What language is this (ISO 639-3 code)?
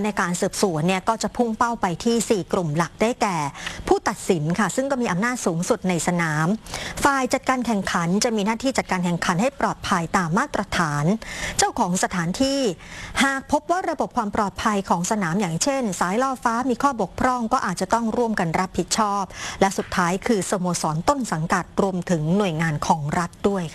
tha